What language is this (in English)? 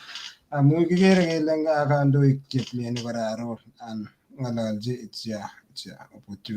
Kalenjin